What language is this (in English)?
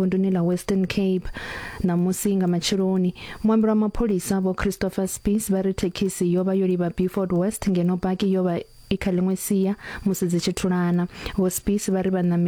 Venda